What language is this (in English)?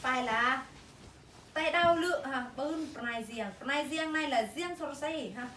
Eastern Bru